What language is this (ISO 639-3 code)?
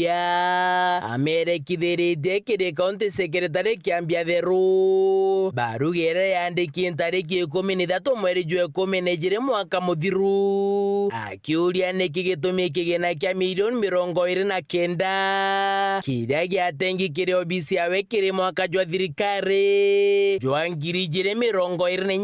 mer